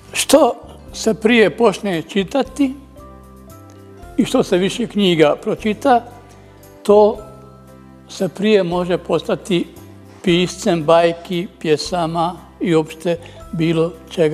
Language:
Bosnian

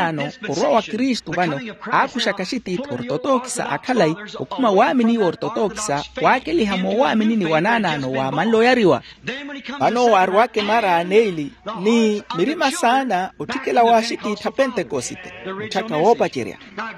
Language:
Makhuwa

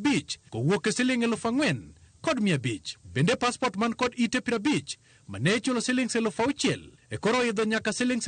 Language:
Luo (Kenya and Tanzania)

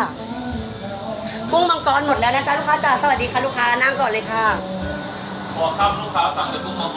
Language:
Thai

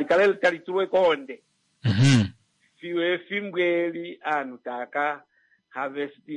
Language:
Kuanyama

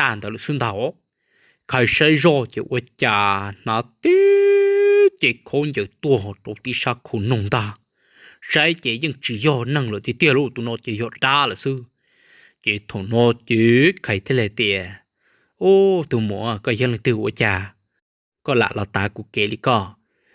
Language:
Hmong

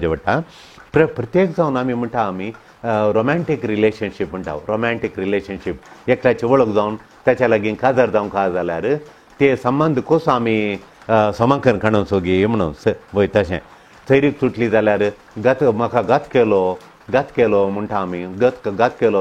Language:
Konkani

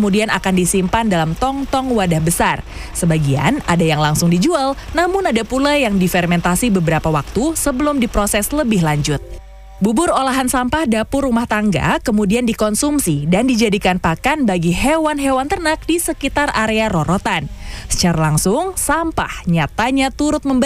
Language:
Indonesian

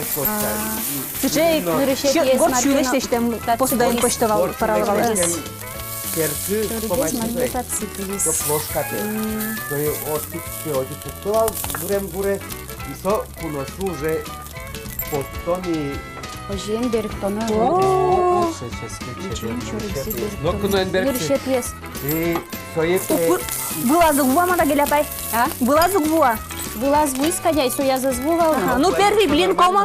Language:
Udmurt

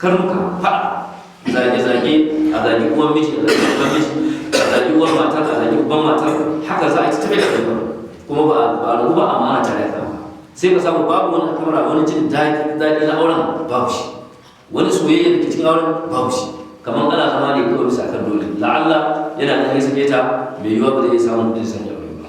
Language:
Hausa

